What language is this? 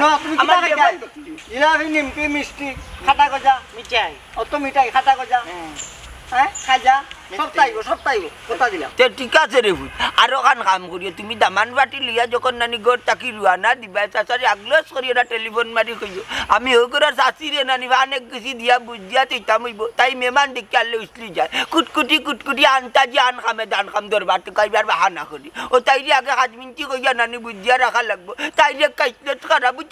Sylheti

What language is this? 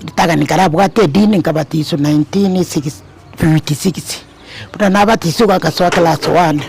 Gusii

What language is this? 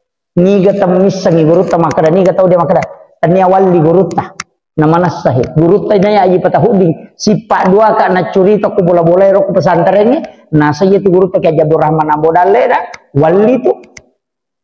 Buginese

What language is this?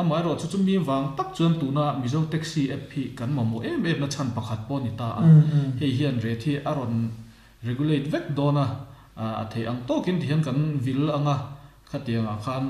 Mizo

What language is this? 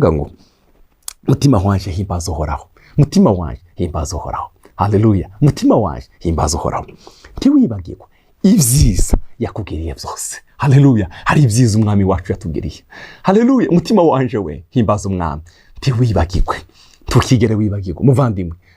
Rundi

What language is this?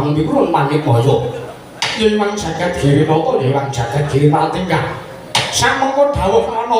Javanese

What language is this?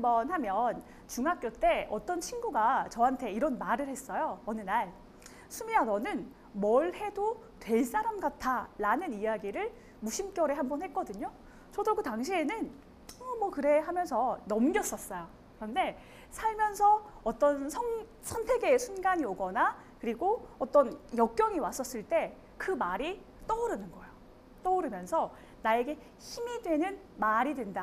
Korean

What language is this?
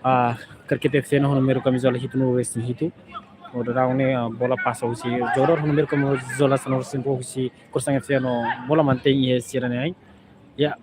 Tetum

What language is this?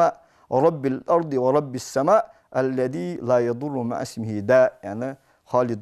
Ingush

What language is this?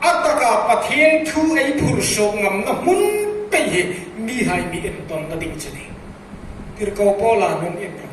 Hmar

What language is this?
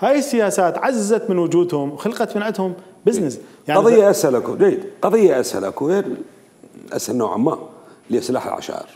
Mesopotamian Arabic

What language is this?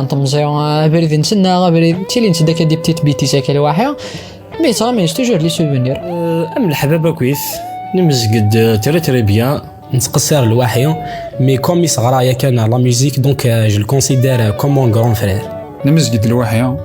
Kabyle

